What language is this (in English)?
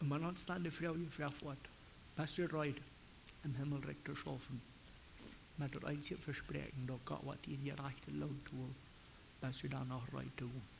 Plautdietsch